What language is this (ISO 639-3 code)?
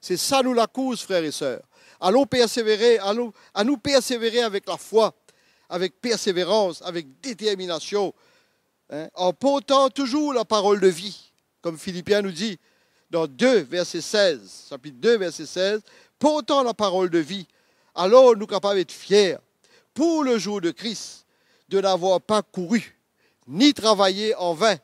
mfe